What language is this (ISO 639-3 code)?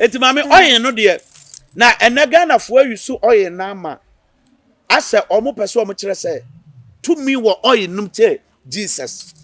aka